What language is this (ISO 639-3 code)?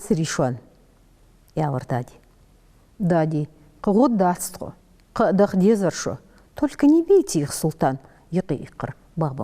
inh